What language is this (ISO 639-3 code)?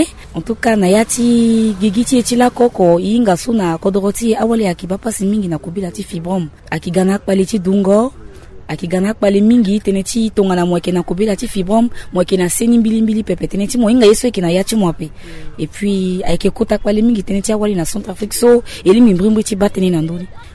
sag